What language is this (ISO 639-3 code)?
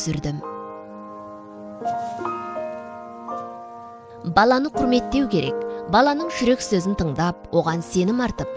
kaz